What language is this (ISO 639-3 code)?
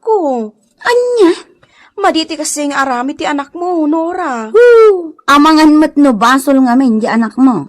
ilo